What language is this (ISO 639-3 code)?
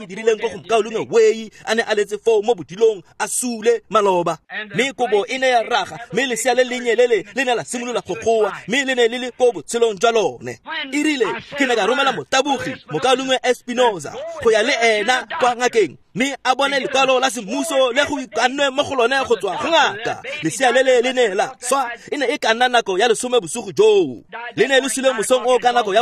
tsn